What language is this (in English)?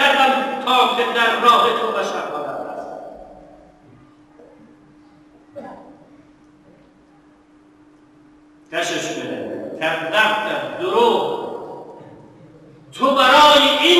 Persian